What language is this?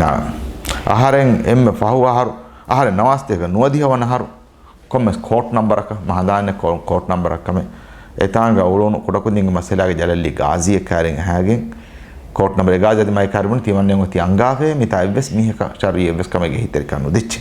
Divehi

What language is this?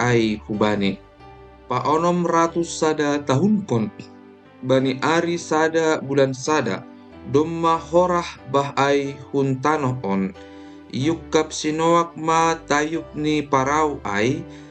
Batak Simalungun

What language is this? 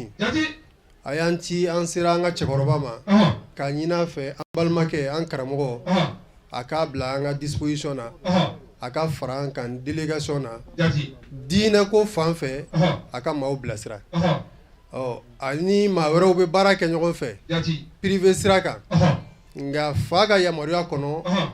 Bambara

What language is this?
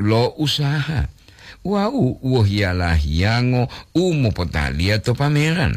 Gorontalo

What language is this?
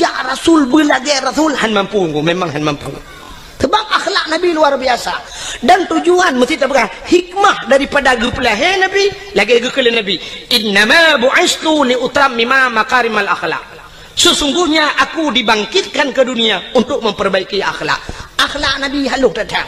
Achinese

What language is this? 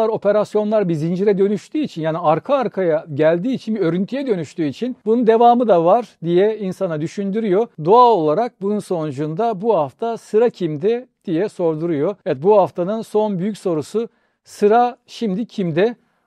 Turkish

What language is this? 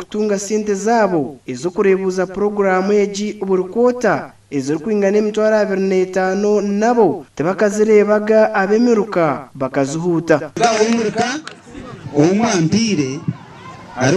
Nyankole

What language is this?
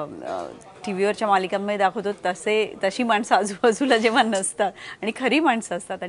Marathi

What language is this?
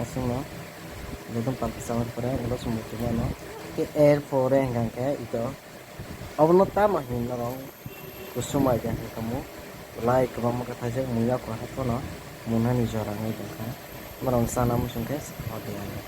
Kok Borok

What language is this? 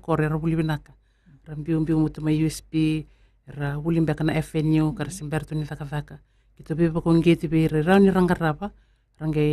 Fijian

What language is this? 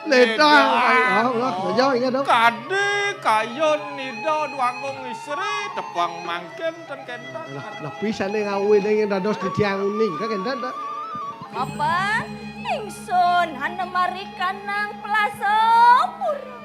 Balinese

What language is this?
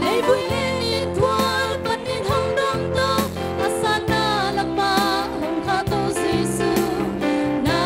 Tedim Chin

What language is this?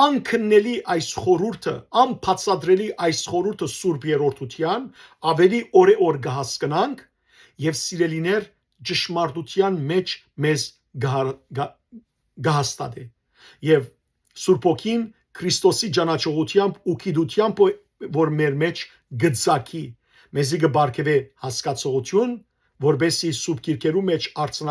Western Armenian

